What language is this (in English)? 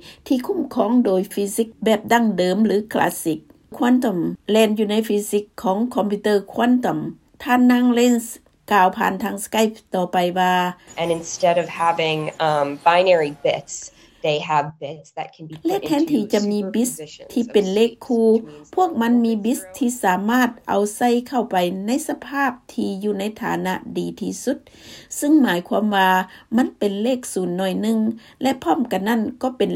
Lao